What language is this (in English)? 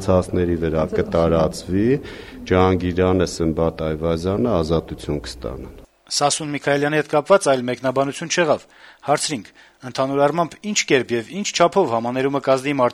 Armenian